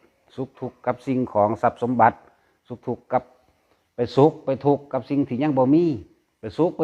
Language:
Lao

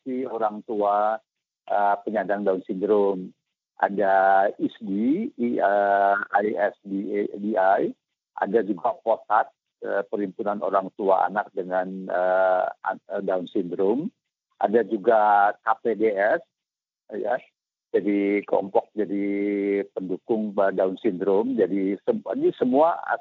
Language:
Indonesian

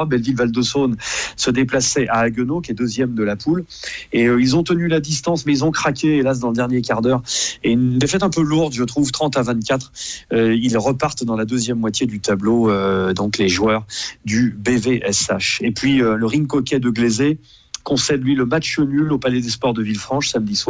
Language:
French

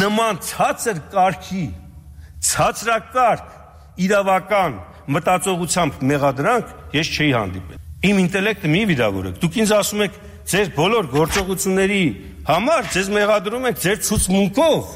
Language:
Armenian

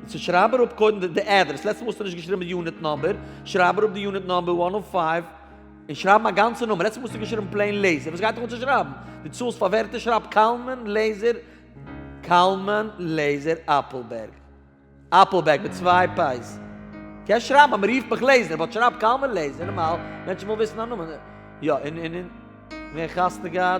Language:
Yiddish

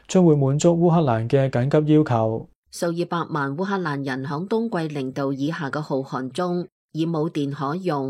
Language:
Cantonese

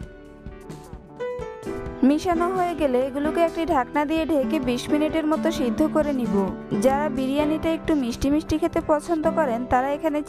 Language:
Bangla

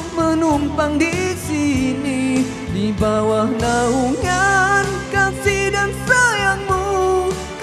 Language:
Malay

